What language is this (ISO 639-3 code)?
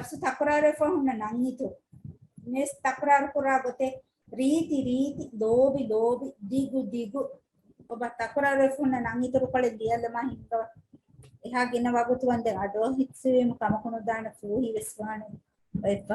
div